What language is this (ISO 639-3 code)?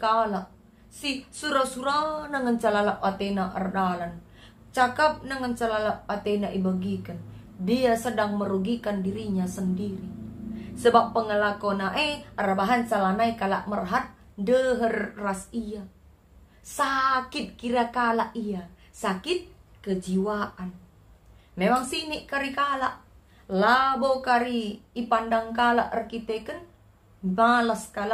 btx